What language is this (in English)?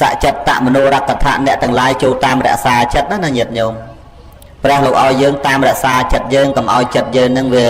Khmer